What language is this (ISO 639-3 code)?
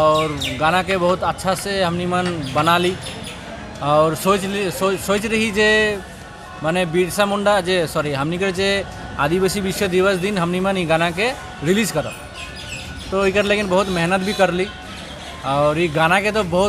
sck